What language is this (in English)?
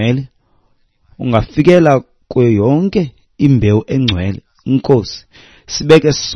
Xhosa